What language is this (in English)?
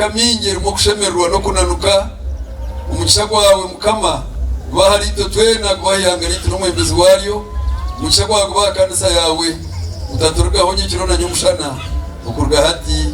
Nyankole